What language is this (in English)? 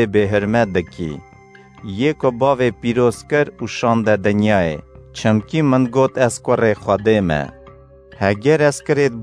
Kurdish